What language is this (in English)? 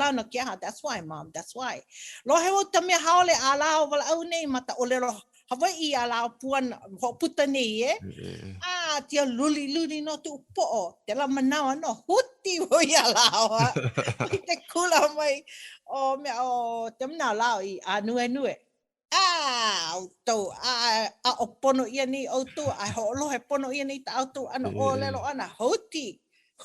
Hawaiian